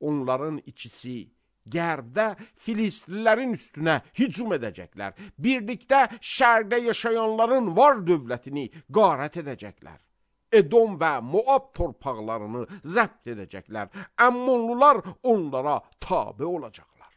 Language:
Azerbaijani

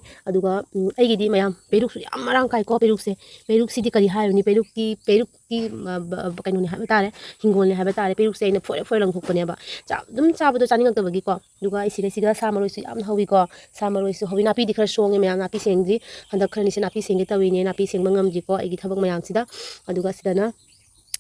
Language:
Manipuri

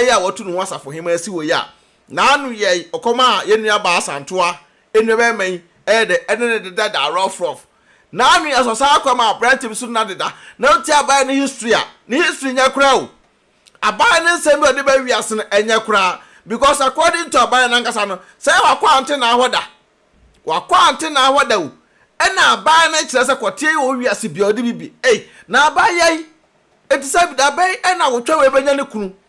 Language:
Akan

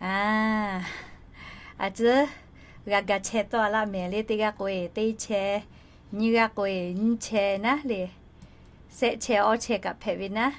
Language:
Lahu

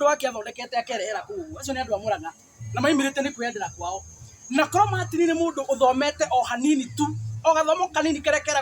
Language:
Kikuyu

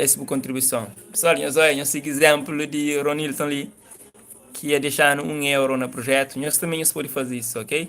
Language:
Kabuverdianu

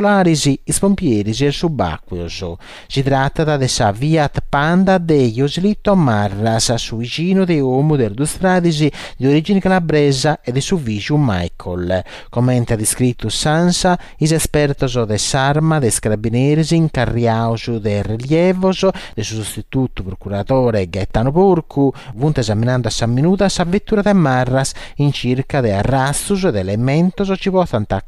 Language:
Sardinian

